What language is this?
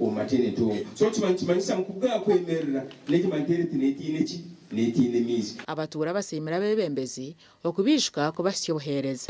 Nyankole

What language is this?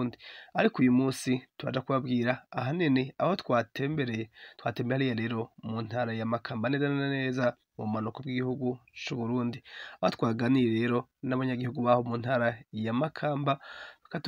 Rundi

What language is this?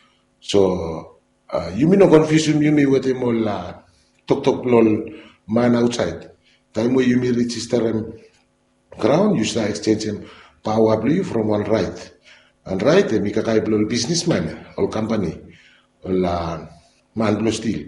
Bislama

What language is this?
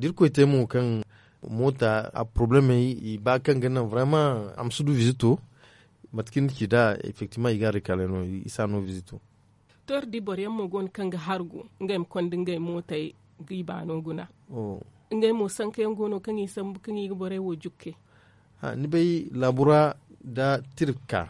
Zarma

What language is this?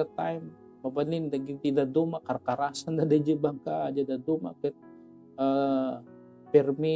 Iloko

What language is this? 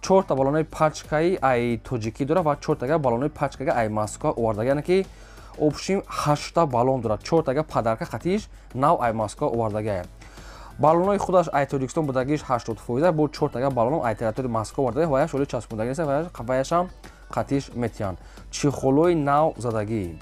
Tajik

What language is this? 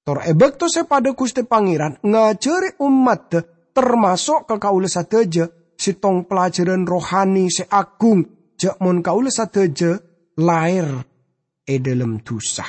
Madurese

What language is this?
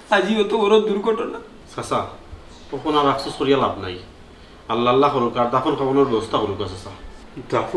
Sylheti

